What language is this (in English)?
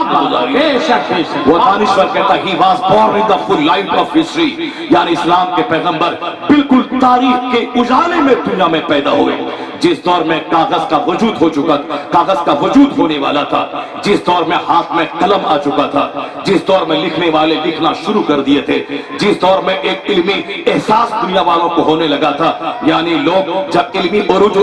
Urdu